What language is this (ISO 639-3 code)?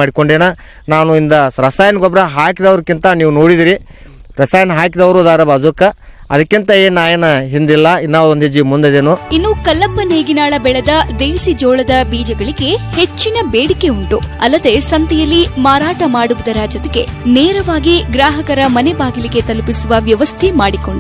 kan